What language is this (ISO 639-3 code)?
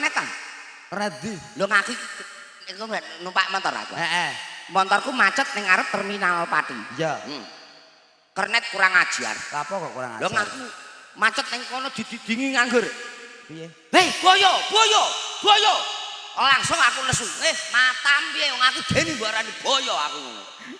jav